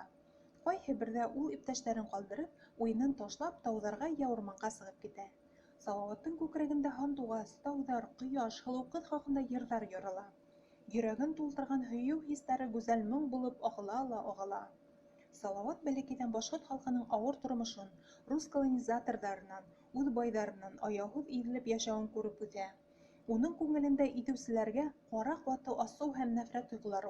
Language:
Bashkir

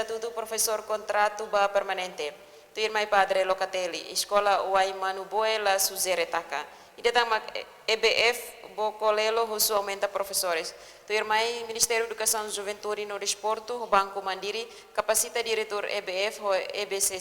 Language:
Tetum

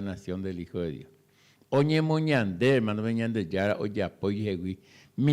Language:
Guarani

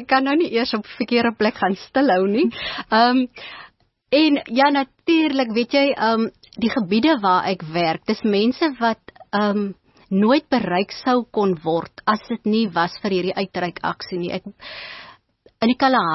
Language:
Afrikaans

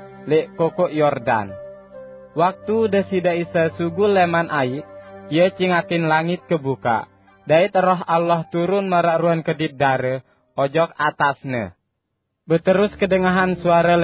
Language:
Sasak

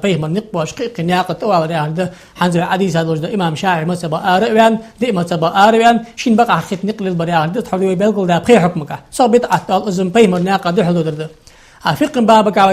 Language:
Ingush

